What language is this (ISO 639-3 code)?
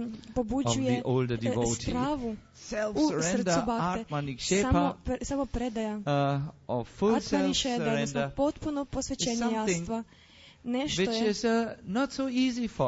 hrv